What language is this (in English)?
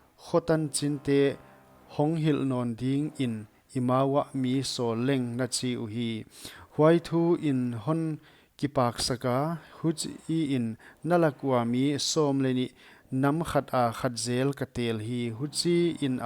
Paite Chin